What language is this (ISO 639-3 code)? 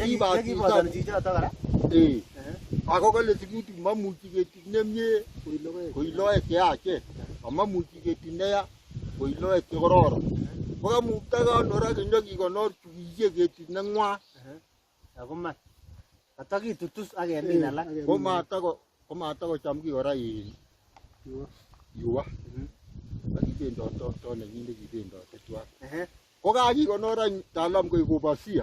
kln